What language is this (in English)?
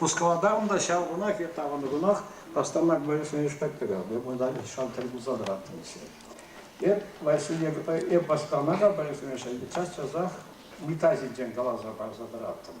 Chuvash